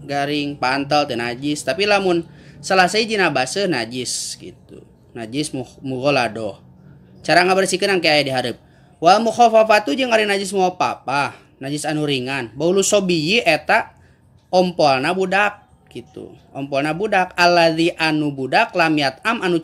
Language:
Sundanese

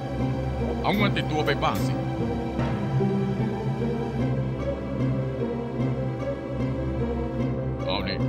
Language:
Thai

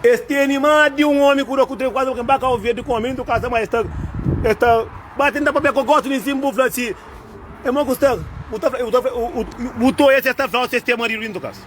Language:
Kabuverdianu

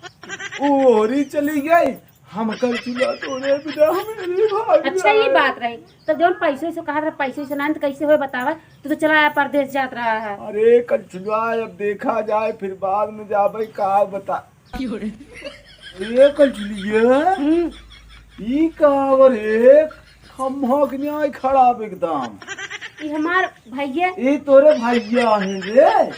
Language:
Awadhi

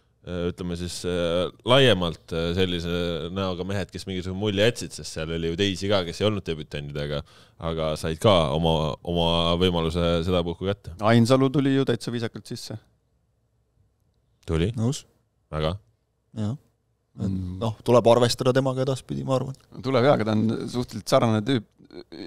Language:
Estonian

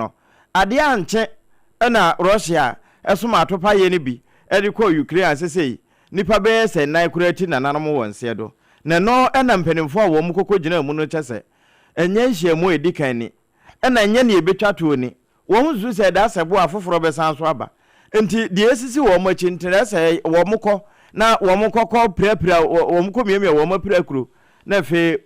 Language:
Akan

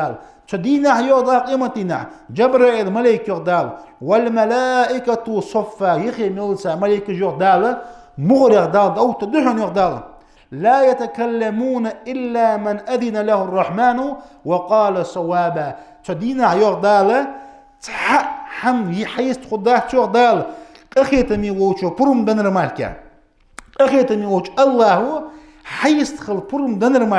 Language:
Ingush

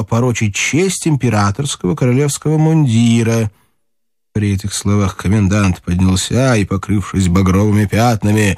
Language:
Russian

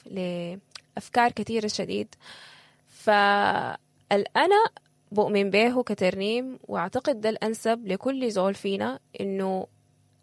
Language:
Sudanese Arabic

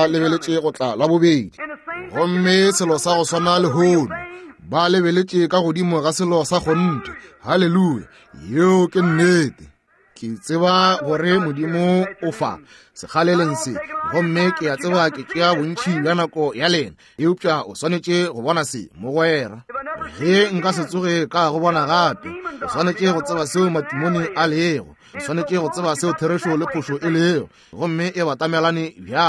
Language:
Northern Sotho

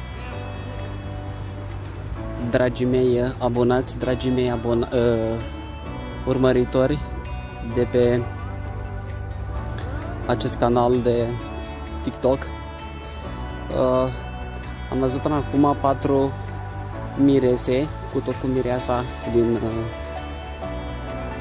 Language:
Romanian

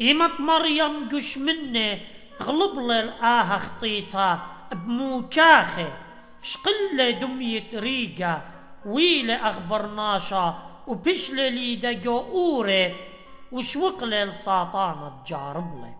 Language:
Assyrian Neo-Aramaic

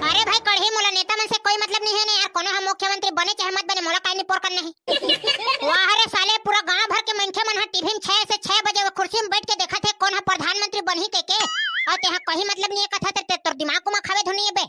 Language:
Chhattisgarhi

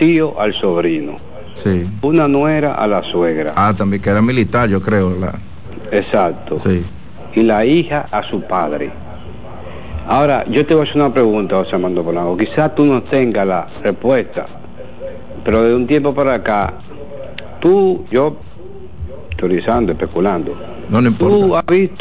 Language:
Spanish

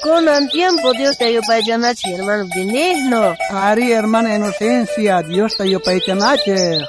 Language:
South Bolivian Quechua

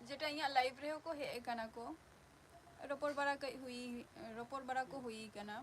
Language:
Santali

